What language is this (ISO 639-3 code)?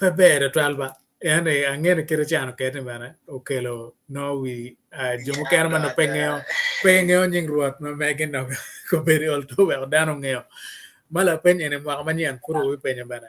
ach